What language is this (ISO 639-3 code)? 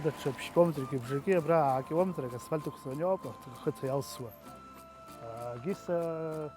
abk